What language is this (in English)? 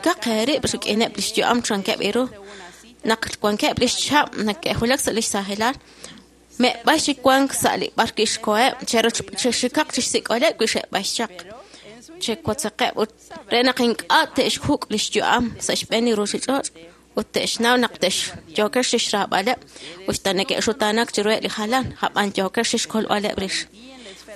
Kekchí